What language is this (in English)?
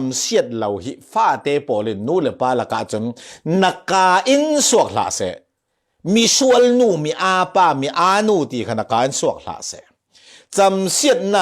Falam Chin